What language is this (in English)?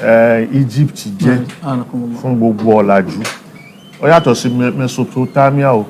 Yoruba